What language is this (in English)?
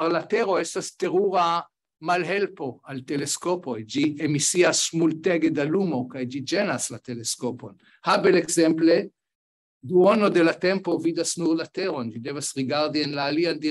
Esperanto